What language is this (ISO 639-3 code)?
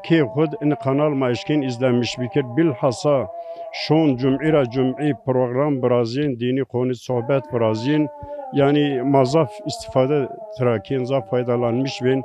zza